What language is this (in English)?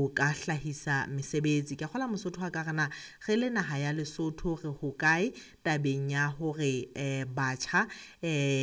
Southern Sotho